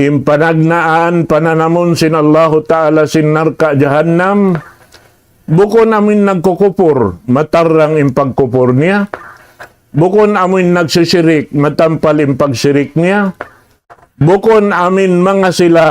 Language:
Tausug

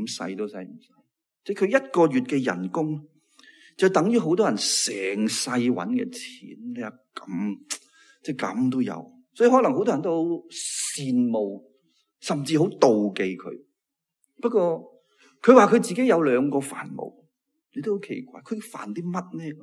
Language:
Cantonese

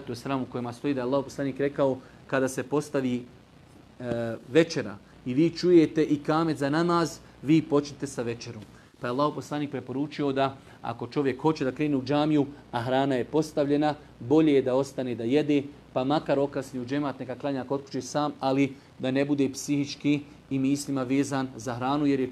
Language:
Bosnian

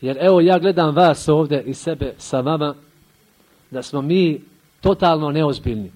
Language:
Bosnian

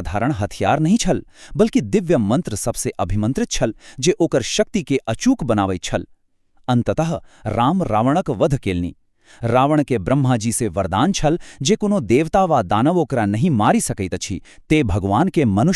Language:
Maithili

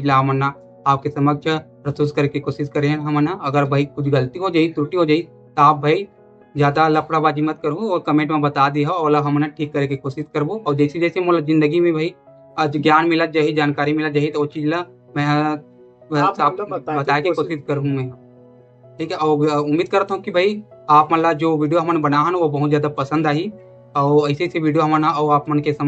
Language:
Chhattisgarhi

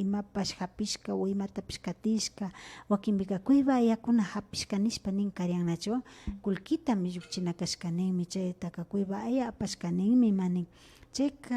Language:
Imbabura Highland Quichua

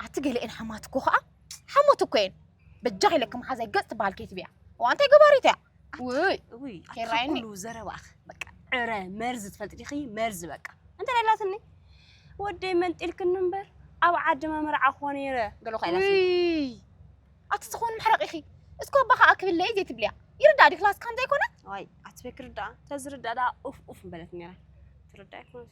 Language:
Tigrinya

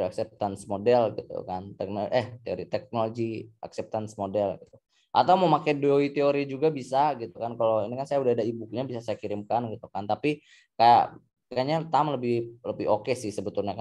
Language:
Indonesian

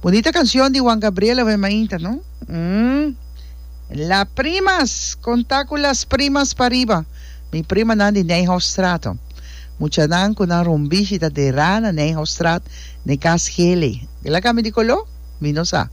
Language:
Papiamento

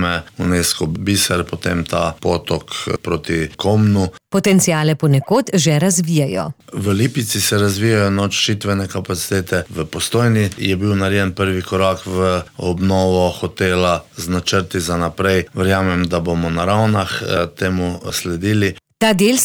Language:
Slovenian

